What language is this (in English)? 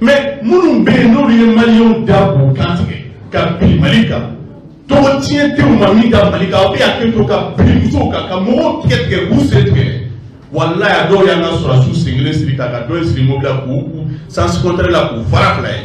Bambara